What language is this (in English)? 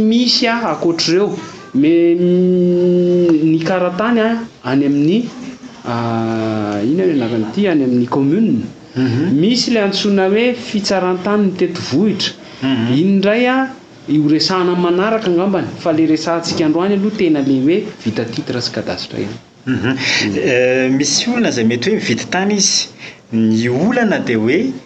Malagasy